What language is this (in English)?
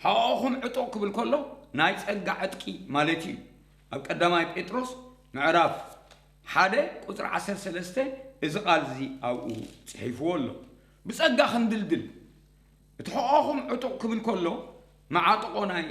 Tigrinya